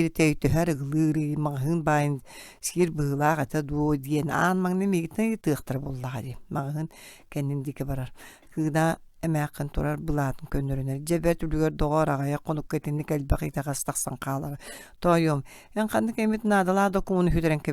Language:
Yakut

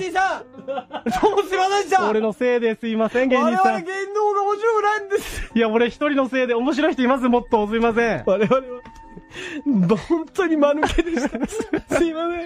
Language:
Japanese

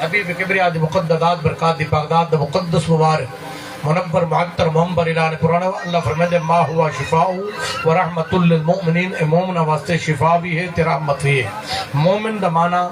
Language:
Saraiki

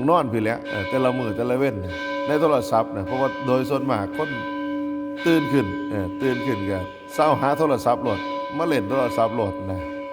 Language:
Northeastern Thai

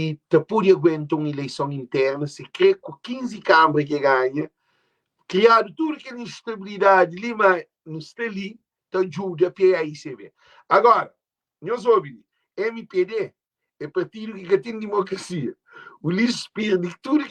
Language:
Kabuverdianu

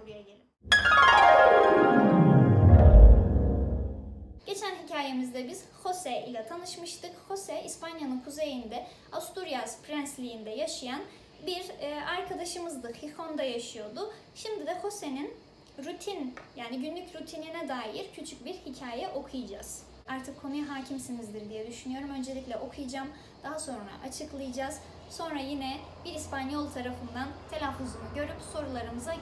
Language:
Turkish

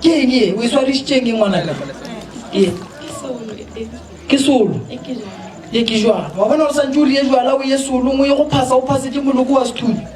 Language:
Northern Sotho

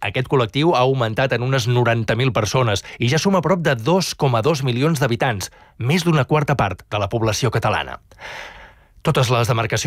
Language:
Catalan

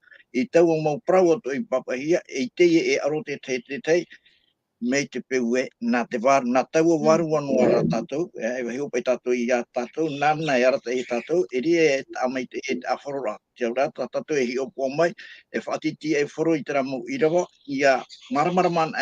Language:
Tahitian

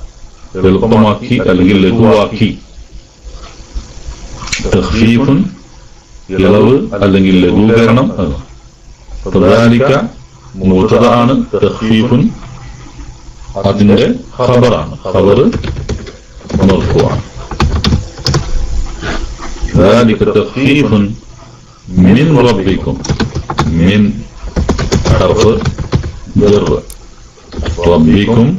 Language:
Malayalam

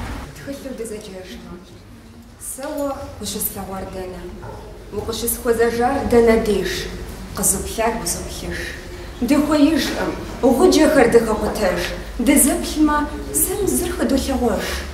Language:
Kabardian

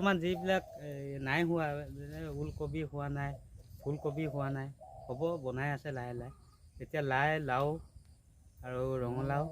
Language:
Assamese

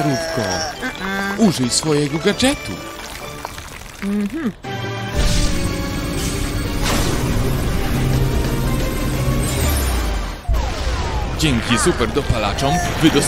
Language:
Polish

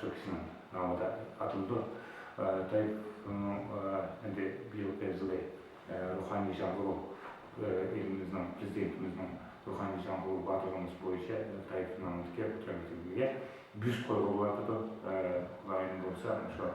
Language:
Uyghur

